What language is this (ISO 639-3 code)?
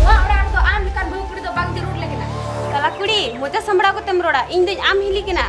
sat